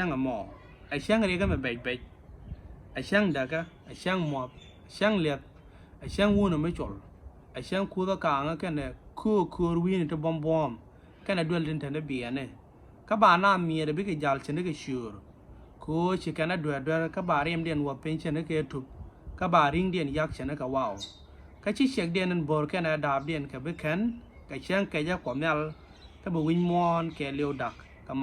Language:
Nuer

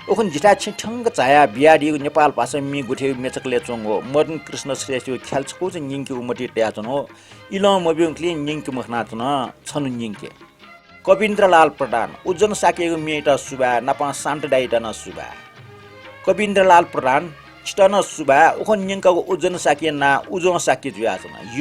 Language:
Newari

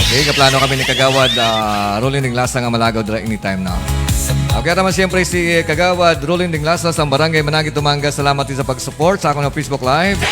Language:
Hiligaynon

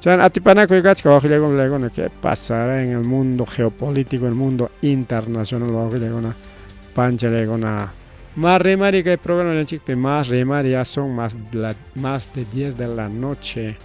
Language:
Ayacucho Quechua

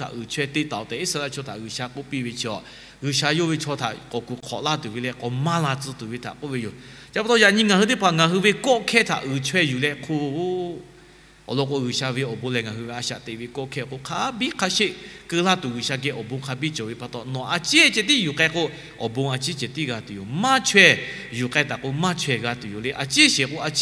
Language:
Lahu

